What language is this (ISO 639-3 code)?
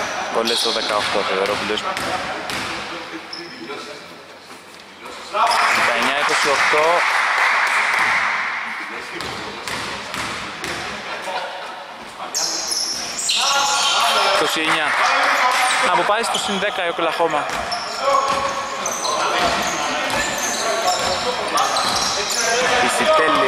ell